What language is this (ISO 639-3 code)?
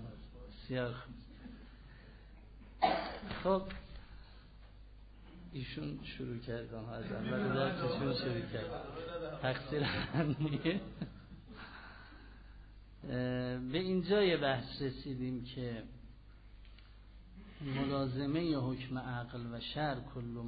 fas